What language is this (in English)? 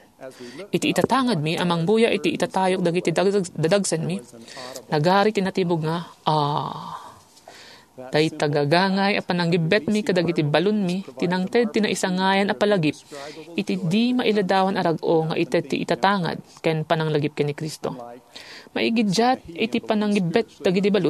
Iloko